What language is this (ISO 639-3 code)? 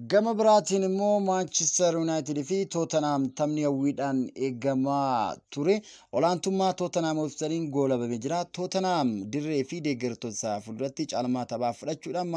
orm